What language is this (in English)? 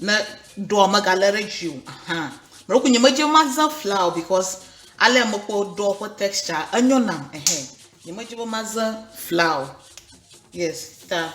Ewe